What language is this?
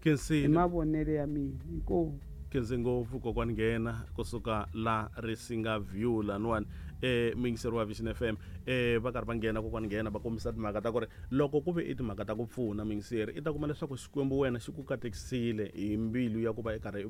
Tsonga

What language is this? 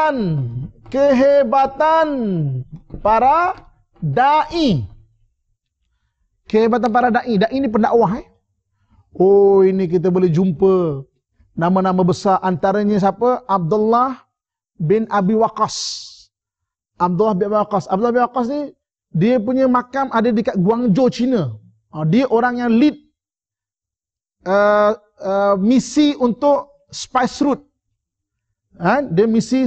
Malay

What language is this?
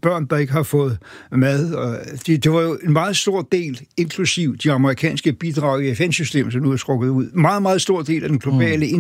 Danish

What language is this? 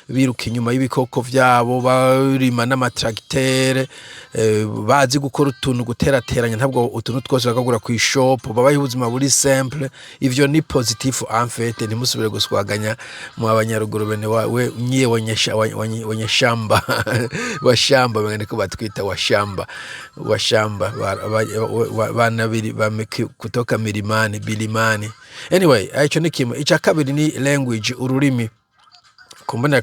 Rundi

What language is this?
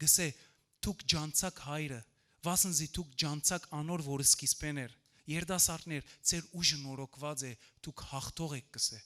Western Armenian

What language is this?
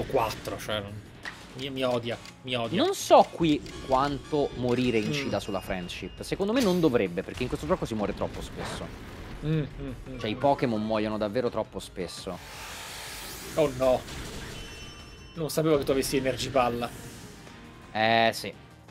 Italian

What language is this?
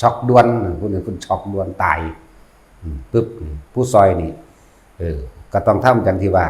Northeastern Thai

